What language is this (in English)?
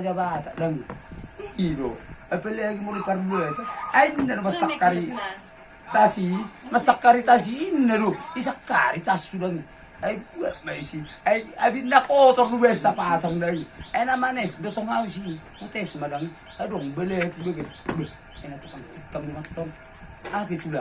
Batak Toba